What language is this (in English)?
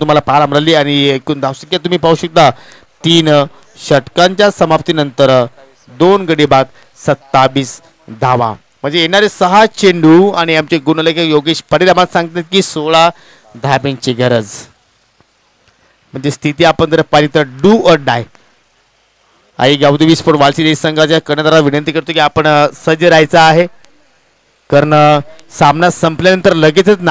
Marathi